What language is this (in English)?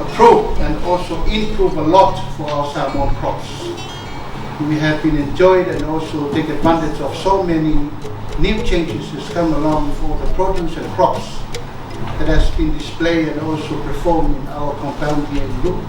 Samoan